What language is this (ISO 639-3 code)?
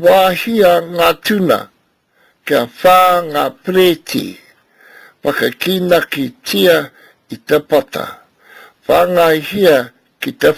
mri